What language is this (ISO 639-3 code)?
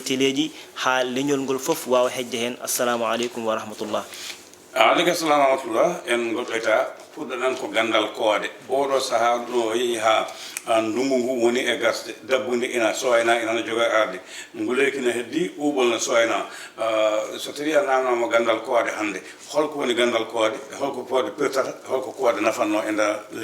ful